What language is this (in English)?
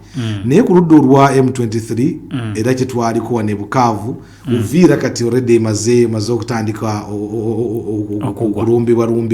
Ganda